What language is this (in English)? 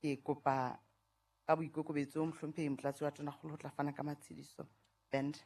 Southern Sotho